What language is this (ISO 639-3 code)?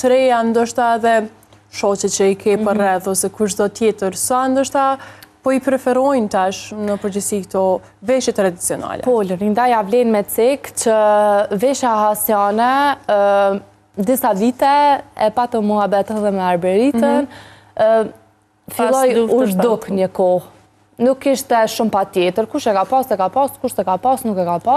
sqi